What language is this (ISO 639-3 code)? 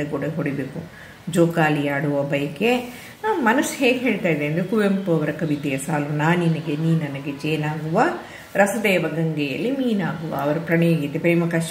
kan